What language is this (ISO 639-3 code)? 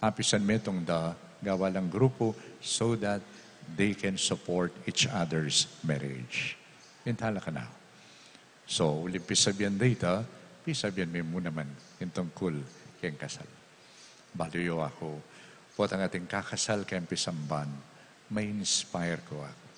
pam